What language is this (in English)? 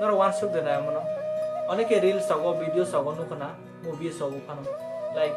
Kok Borok